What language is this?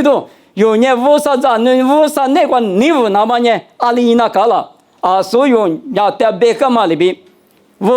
Lisu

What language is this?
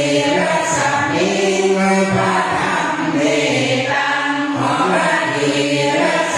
Pali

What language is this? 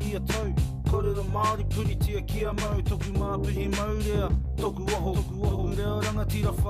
Māori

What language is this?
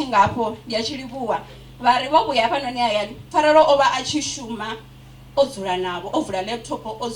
Venda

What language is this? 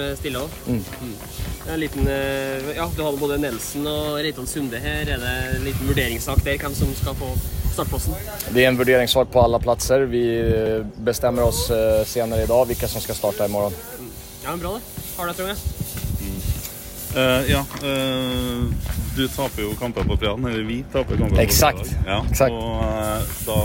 Norwegian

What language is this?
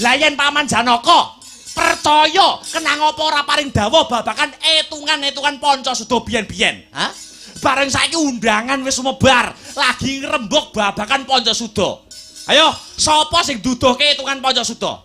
Javanese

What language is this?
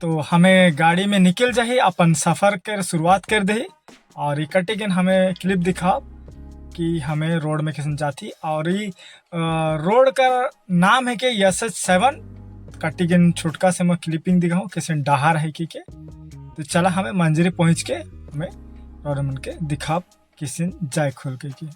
Sadri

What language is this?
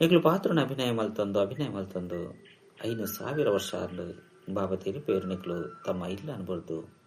Tulu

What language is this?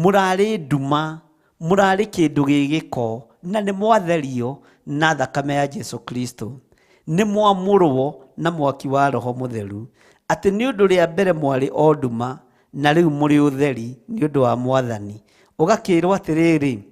Kikuyu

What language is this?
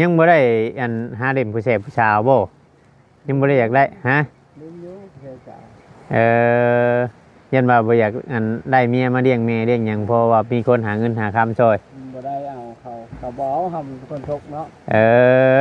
Northeastern Thai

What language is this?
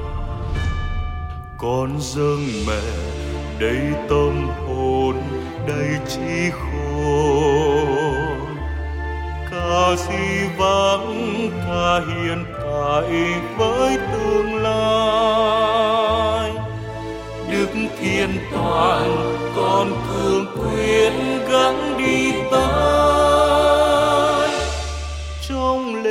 Vietnamese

